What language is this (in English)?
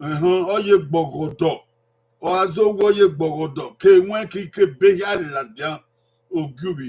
Bini